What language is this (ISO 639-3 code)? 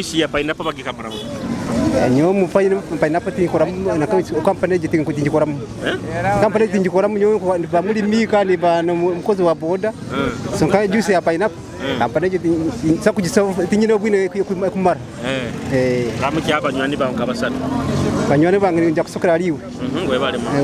nyo